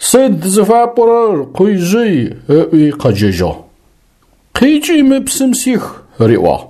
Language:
Adyghe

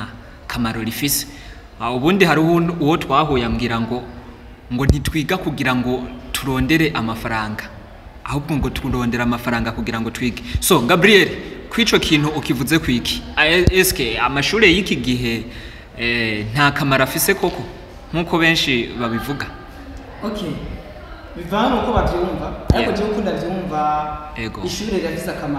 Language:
Rundi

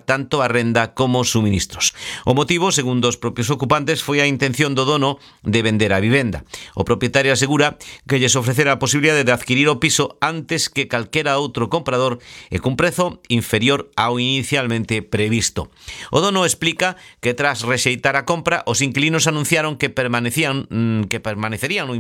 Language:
Galician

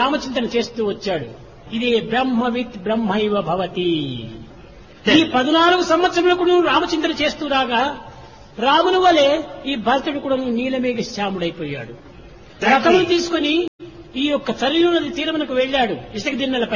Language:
Telugu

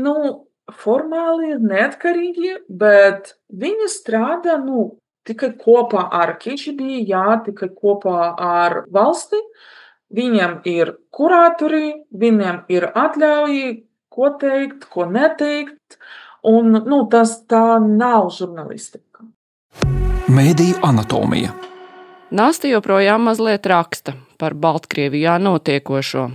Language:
Latvian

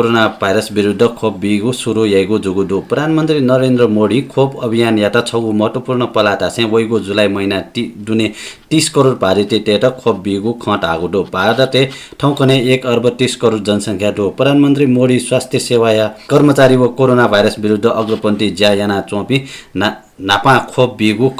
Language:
Newari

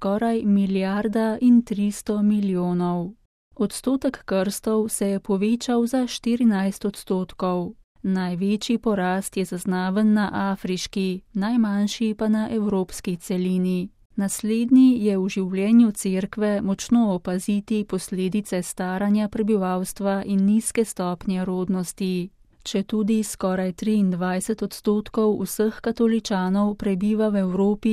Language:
Slovenian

